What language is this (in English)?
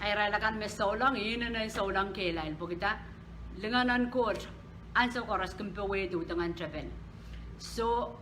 Pohnpeian